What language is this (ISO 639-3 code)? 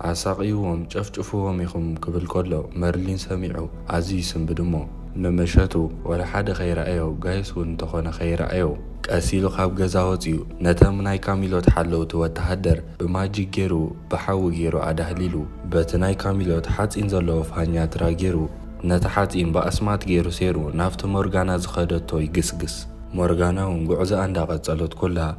tir